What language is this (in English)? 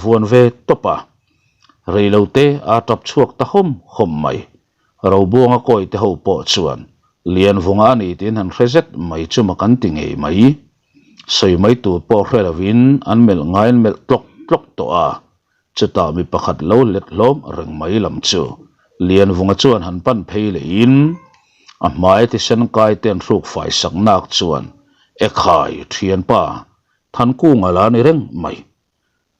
Mizo